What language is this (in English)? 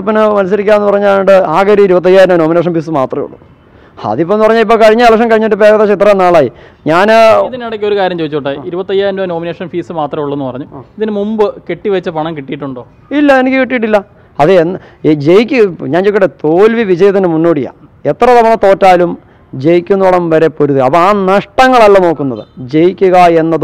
Malayalam